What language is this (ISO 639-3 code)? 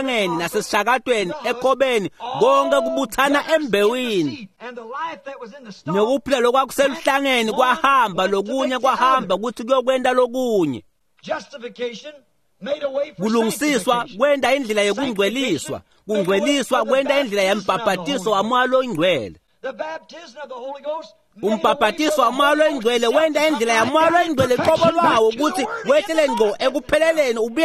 ssw